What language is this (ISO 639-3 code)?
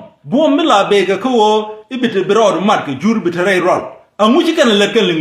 nus